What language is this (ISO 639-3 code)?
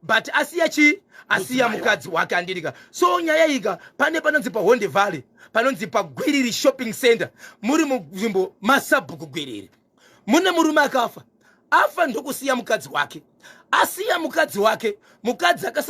sna